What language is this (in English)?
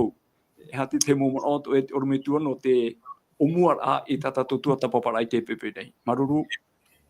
Tahitian